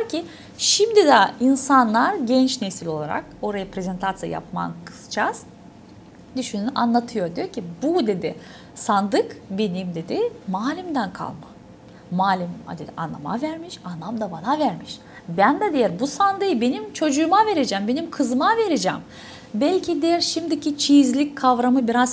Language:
Gagauz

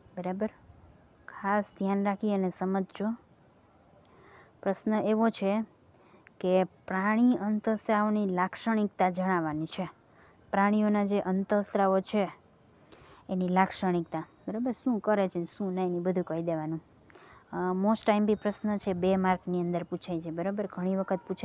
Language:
Gujarati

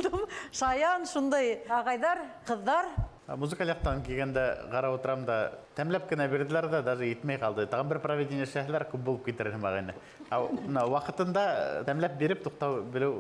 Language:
Bashkir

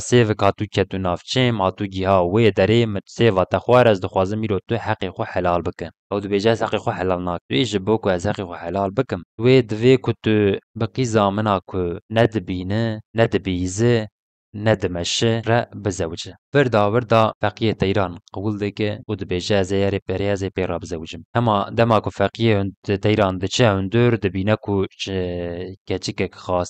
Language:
Kurdish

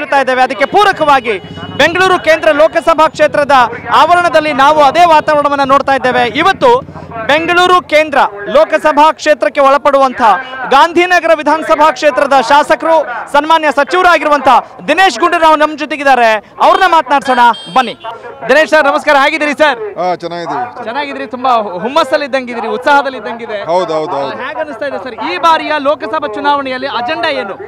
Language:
Kannada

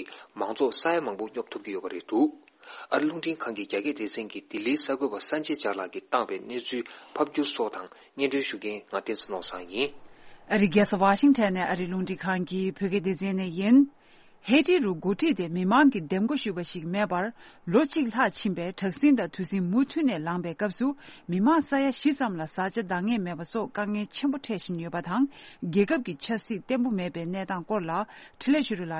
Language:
Tibetan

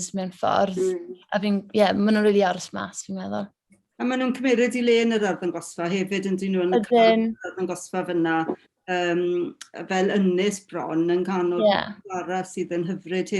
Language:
Welsh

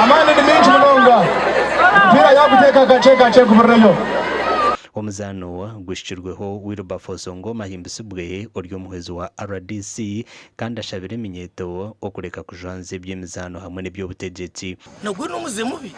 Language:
Nyankole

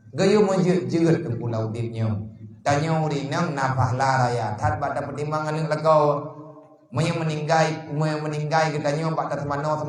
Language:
Achinese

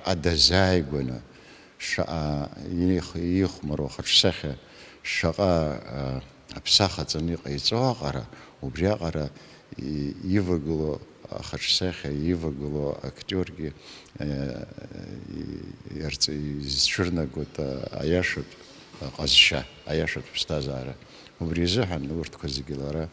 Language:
Abkhazian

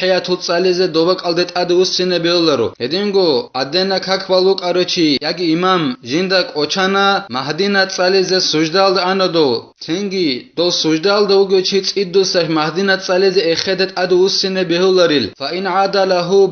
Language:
Avaric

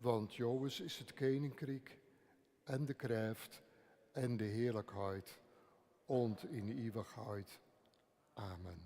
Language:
Western Frisian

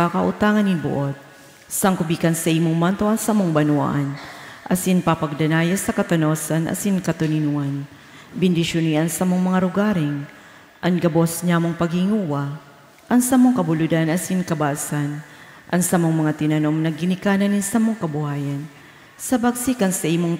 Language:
Bikol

